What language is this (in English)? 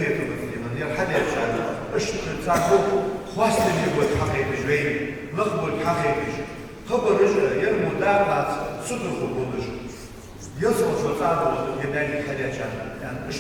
Ingush